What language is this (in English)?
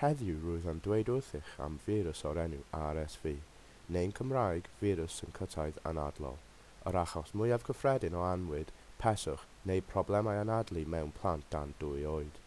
Welsh